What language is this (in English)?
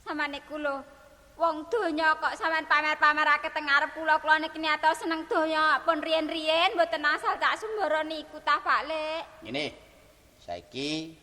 Javanese